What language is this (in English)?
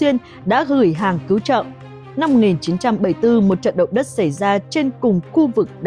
Vietnamese